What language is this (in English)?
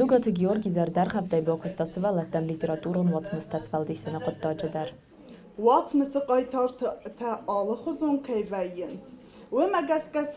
Ossetic